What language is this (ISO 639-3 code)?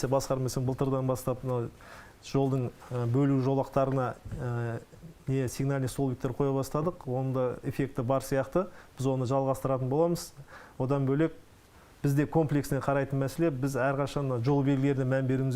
kaz